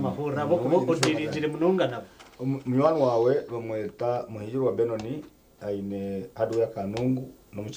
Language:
Nyankole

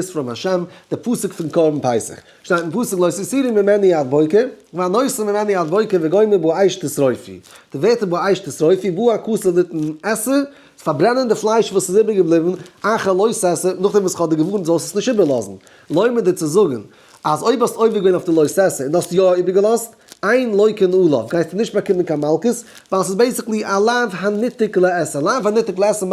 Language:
Yiddish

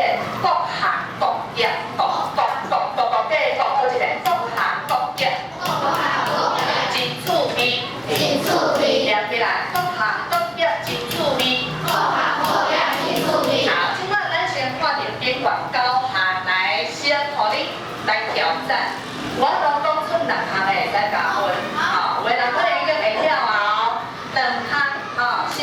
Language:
Min Nan Chinese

